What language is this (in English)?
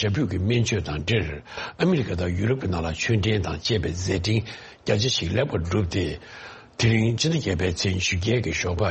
Tibetan